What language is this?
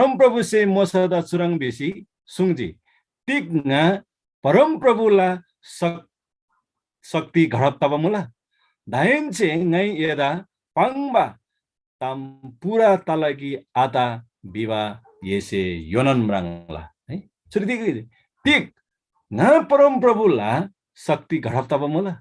Eastern Tamang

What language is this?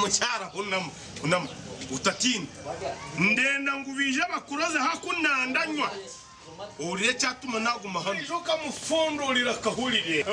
Nyankole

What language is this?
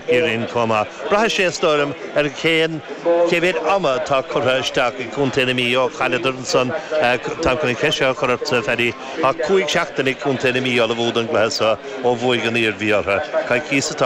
Irish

